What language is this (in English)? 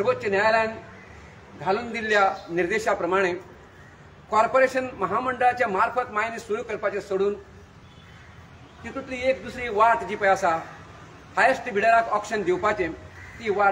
Konkani